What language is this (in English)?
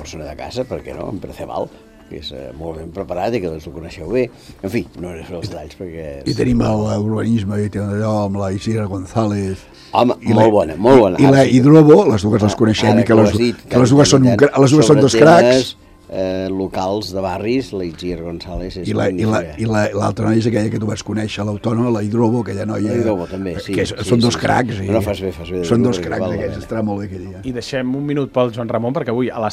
Catalan